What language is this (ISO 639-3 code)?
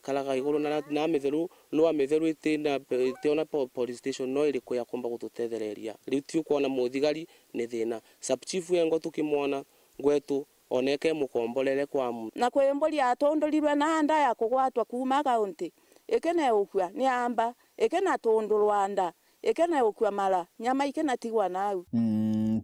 mer